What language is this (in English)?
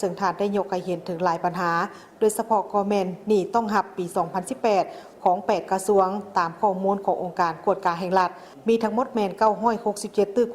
Lao